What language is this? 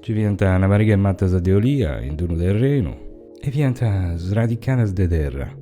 Sardinian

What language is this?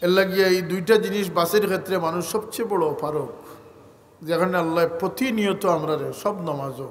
Sylheti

